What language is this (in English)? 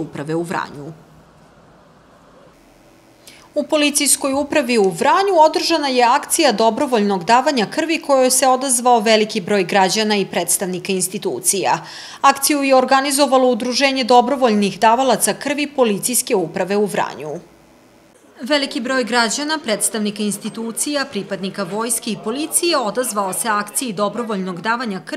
Serbian